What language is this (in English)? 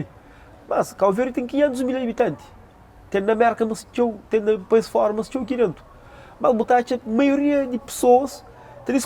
Kabuverdianu